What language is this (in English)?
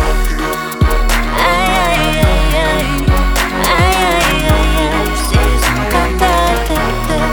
Kazakh